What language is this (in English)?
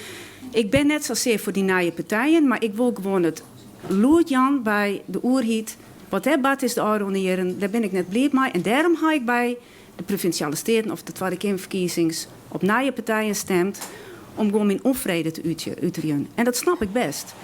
Western Frisian